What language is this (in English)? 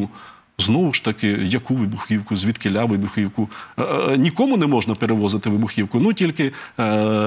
Ukrainian